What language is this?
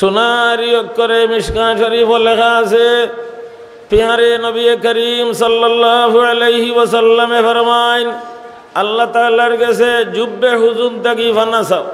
Sylheti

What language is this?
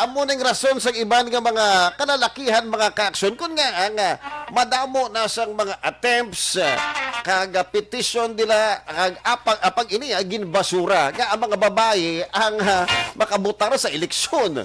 Hiligaynon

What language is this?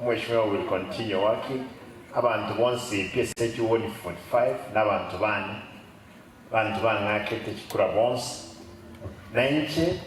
Gusii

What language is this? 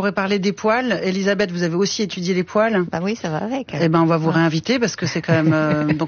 French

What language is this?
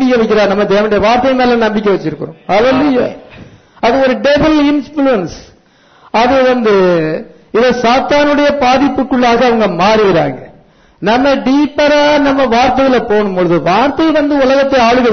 Tamil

